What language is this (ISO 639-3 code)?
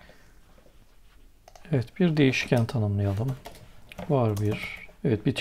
tur